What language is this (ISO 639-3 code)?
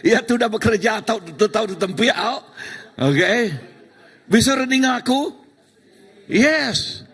iba